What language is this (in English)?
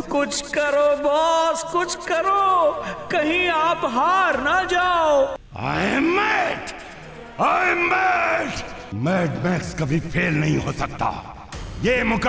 Hindi